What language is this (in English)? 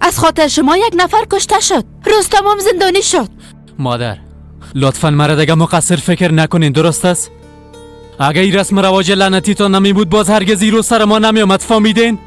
Persian